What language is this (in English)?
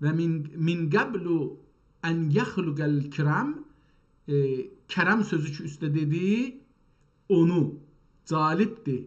South Azerbaijani